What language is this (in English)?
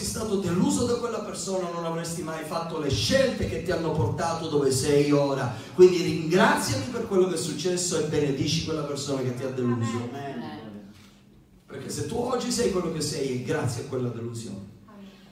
Italian